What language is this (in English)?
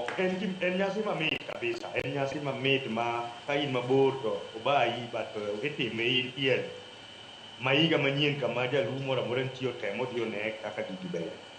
Luo (Kenya and Tanzania)